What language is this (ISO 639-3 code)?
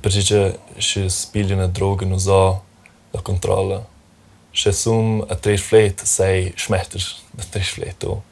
roh